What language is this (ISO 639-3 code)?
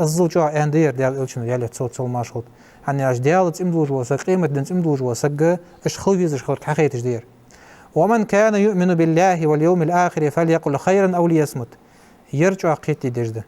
inh